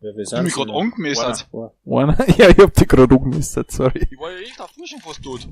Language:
Bavarian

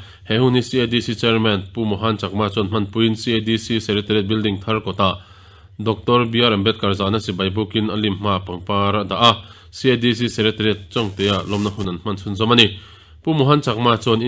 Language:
Mizo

